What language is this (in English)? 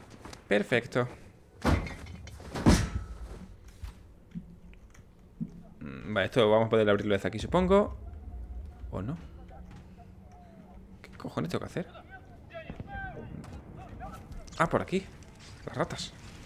Spanish